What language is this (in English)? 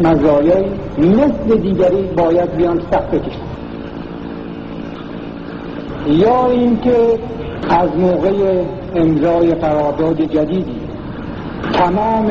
Persian